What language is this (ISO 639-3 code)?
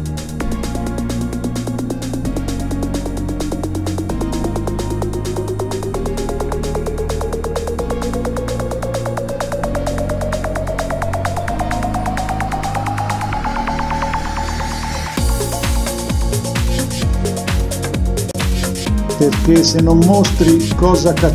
ita